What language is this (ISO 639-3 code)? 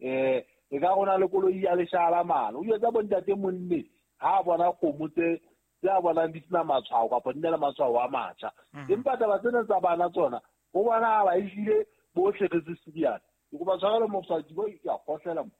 sot